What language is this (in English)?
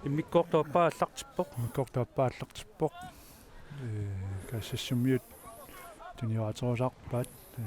Kalaallisut